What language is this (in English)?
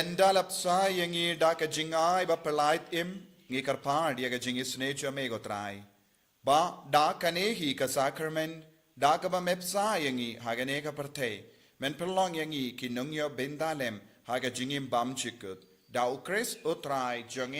Khasi